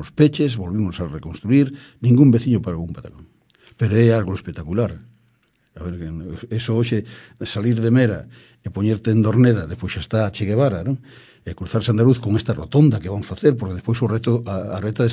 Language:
Galician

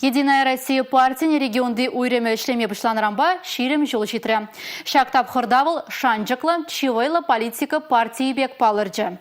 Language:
Chuvash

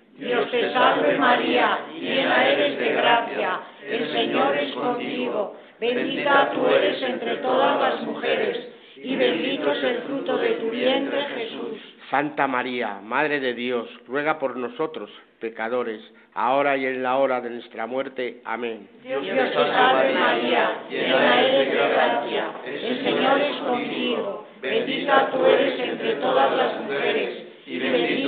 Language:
Spanish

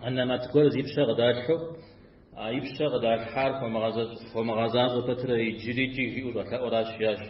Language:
Kabardian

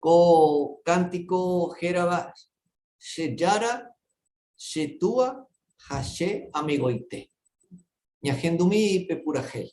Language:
Guarani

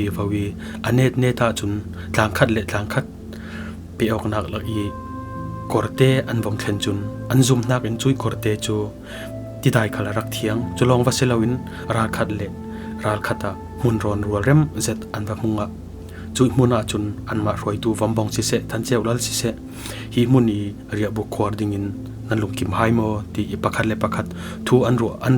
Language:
Falam Chin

